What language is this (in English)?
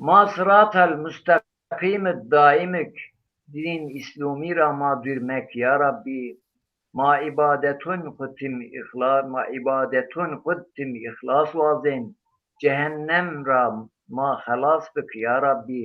Zaza